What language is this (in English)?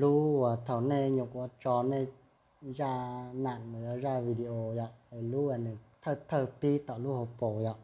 Hmong